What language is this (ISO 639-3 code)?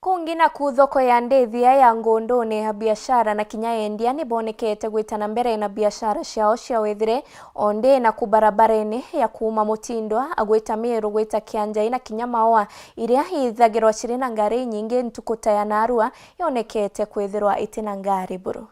mer